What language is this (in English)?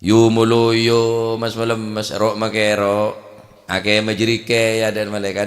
Madurese